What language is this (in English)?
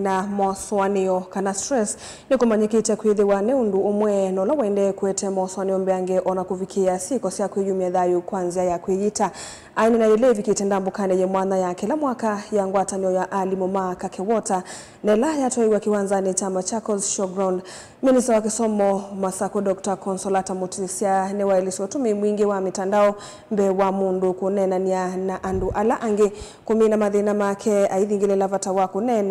Kamba